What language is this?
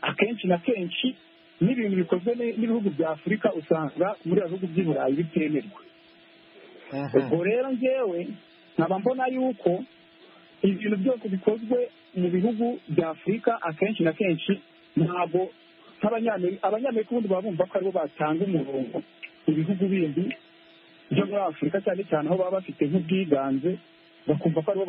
Kinyarwanda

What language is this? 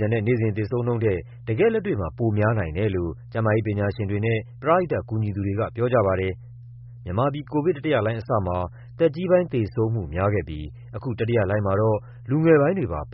Burmese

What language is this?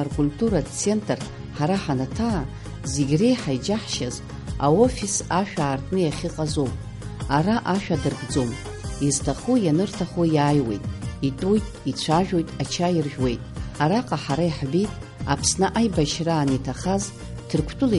Abkhazian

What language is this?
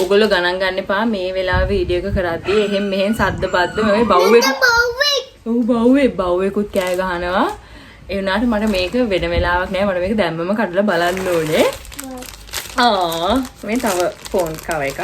Sinhala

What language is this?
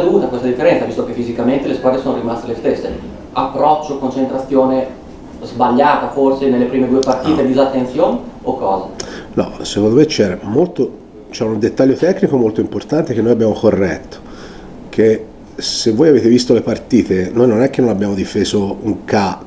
Italian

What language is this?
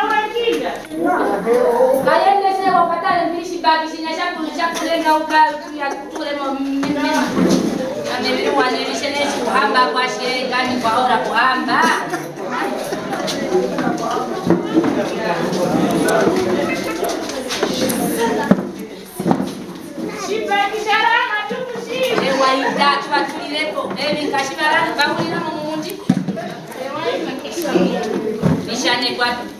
Swahili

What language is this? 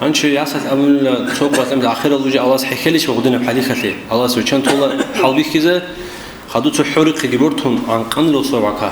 Avaric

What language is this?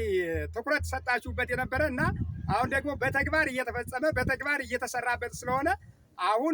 Amharic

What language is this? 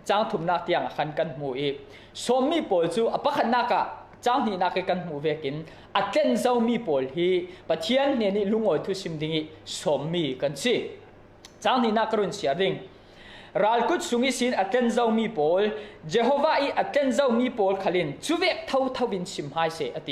Falam Chin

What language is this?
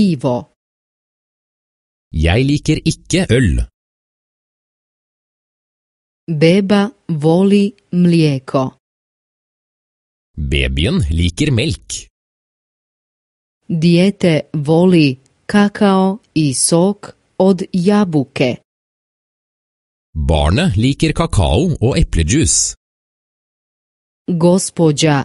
Norwegian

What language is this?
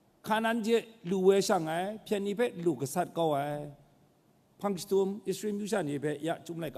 Kachin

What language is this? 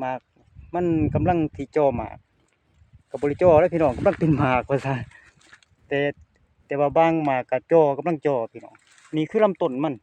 Lao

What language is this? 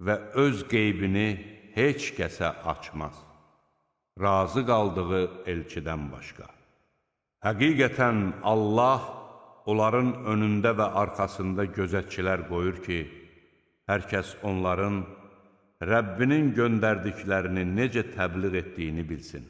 Azerbaijani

